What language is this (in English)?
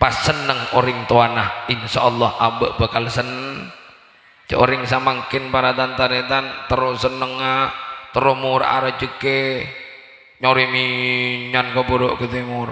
Madurese